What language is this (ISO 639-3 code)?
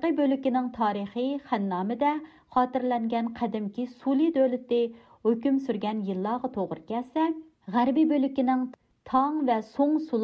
uig